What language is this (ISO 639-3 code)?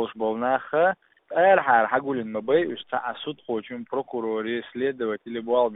che